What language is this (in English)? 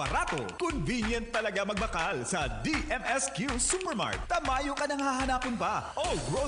Bikol